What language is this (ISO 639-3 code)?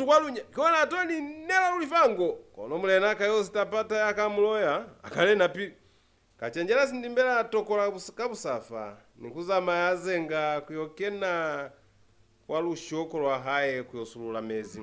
loz